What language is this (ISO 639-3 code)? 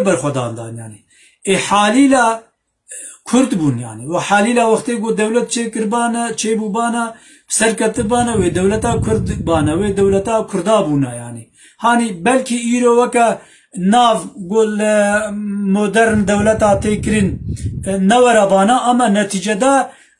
kur